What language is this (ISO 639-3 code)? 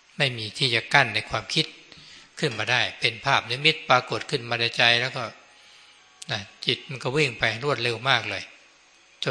tha